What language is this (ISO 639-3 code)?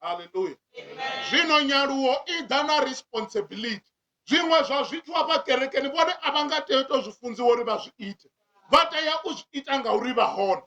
ven